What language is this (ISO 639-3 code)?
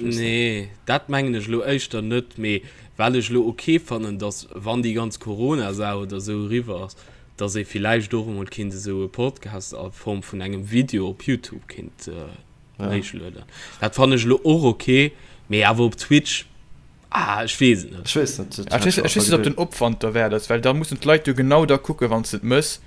ltz